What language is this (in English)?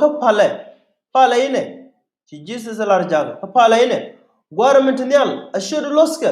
Nuer